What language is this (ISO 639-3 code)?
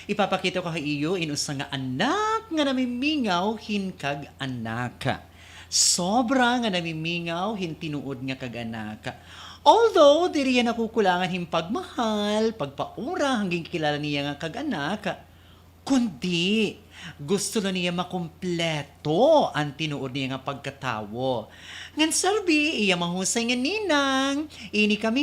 war